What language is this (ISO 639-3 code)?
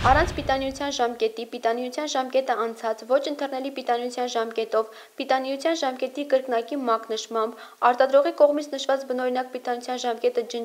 hye